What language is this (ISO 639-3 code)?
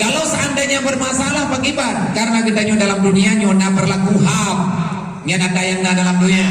ace